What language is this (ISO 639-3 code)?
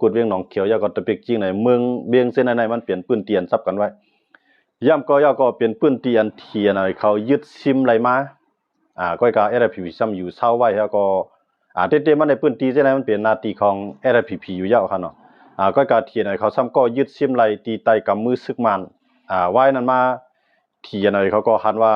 shn